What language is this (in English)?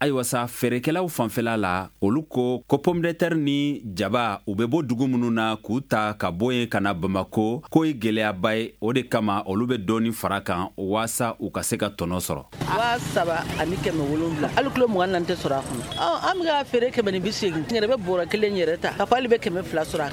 Bambara